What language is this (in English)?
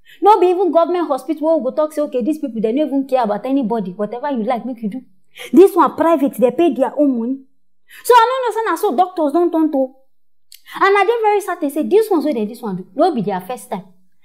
Nigerian Pidgin